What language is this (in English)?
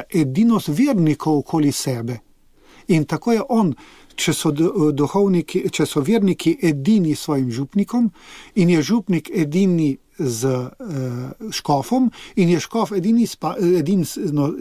Slovenian